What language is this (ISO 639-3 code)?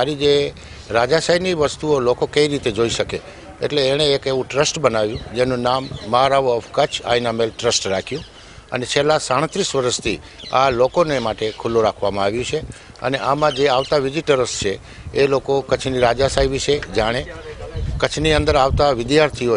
guj